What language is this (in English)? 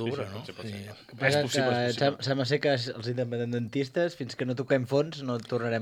Catalan